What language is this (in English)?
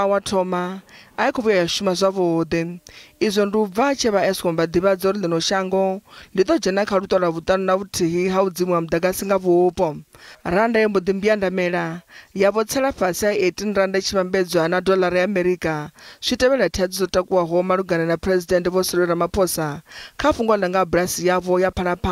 Venda